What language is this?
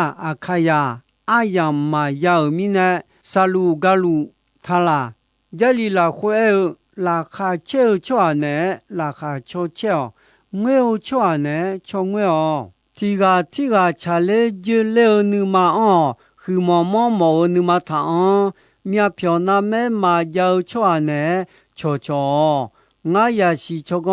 Akha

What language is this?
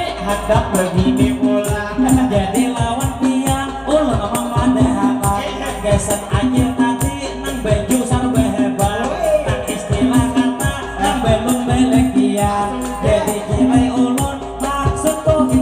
Banjar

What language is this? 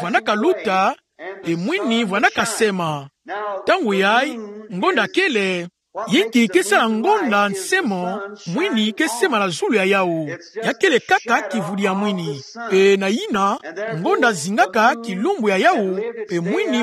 Kituba (Democratic Republic of Congo)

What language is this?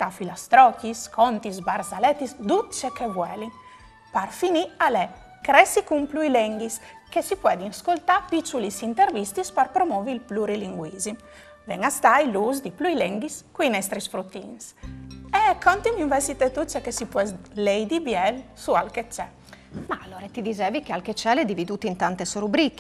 Friulian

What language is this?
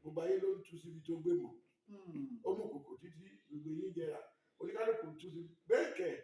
Yoruba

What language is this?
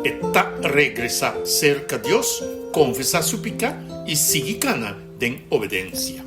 Papiamento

